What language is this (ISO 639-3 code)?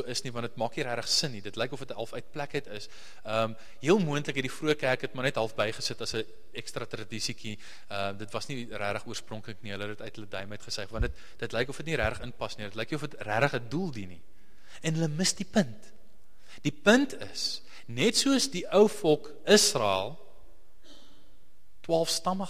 afr